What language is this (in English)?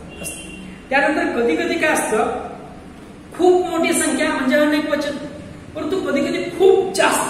Marathi